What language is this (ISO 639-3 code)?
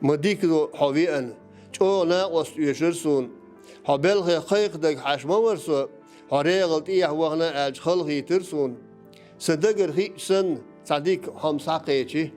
che